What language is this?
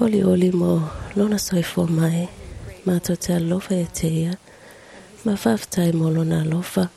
Samoan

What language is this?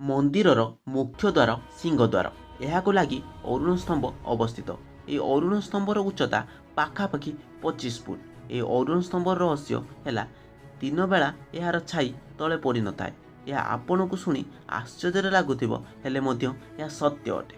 Odia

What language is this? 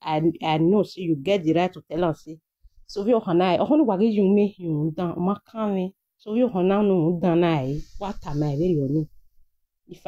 Nigerian Pidgin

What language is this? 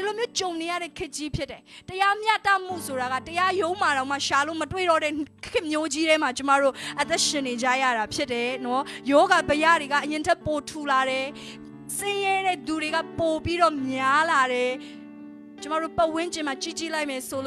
Burmese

